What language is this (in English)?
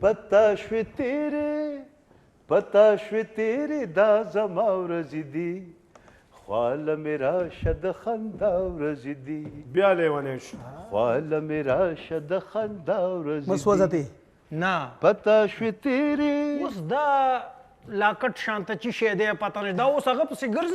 Pashto